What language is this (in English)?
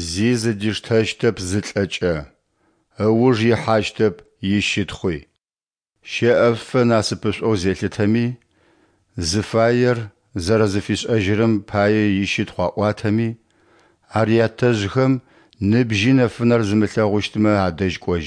Adyghe